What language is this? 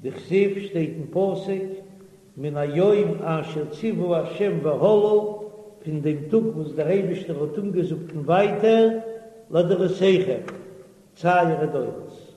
Yiddish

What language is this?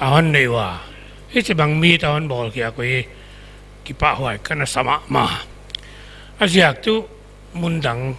Paite Chin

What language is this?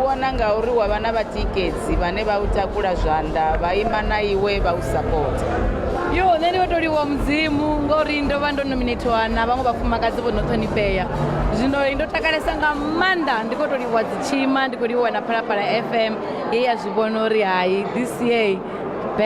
Venda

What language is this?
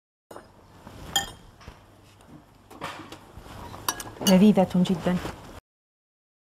Algerian Arabic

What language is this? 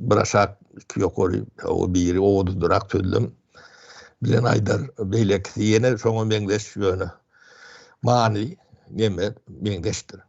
Turkmen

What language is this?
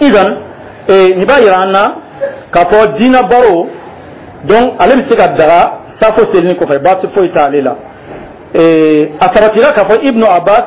Dyula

